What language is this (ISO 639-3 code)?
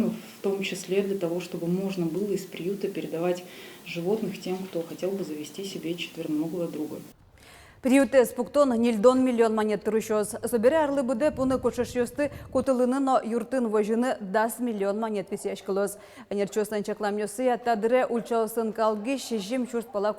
udm